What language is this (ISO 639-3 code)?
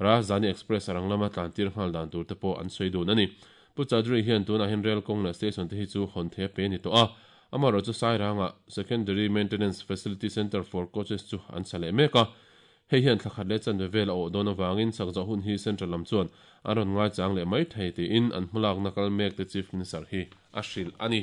lus